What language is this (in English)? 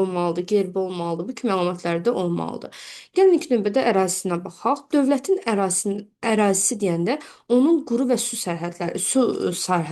Azerbaijani